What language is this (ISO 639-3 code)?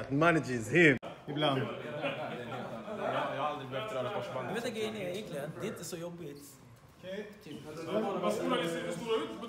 swe